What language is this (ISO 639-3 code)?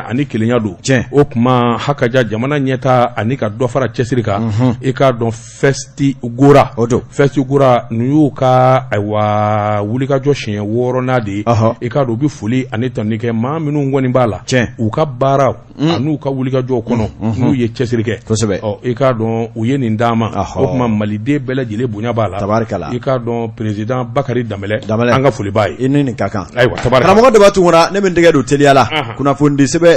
bam